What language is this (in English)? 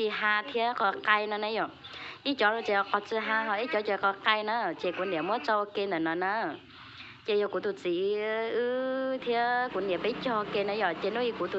Hmong